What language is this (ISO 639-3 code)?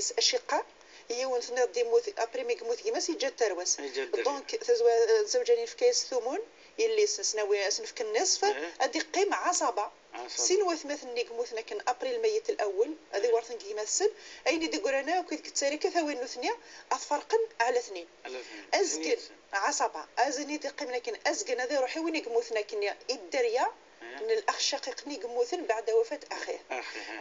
kab